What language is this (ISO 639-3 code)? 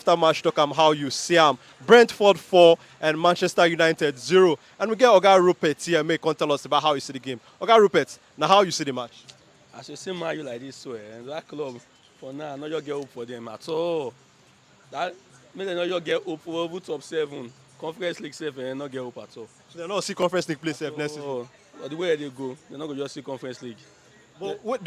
pcm